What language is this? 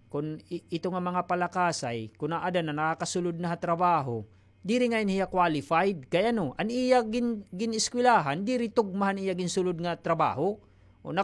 Waray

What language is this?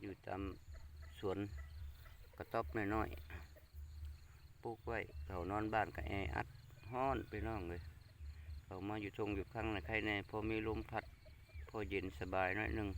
Northeastern Thai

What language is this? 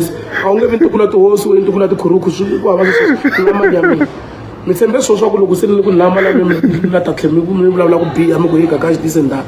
Tsonga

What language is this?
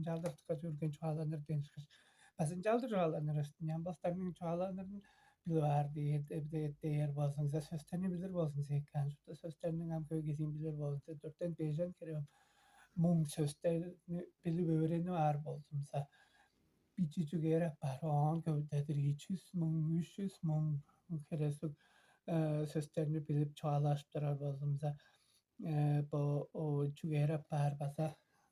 Tuvinian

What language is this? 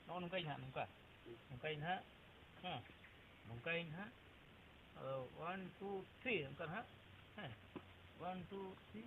Santali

